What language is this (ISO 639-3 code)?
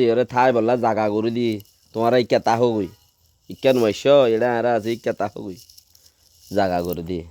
rhg